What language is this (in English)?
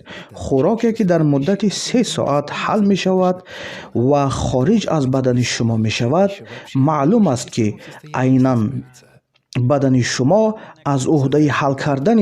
Tajik